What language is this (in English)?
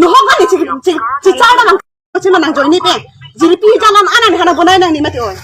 Karbi